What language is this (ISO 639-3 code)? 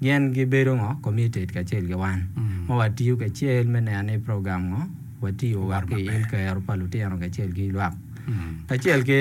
ach